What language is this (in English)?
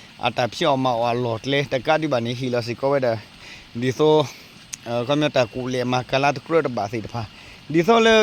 S'gaw Karen